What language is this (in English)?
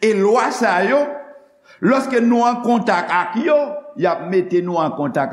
Haitian Creole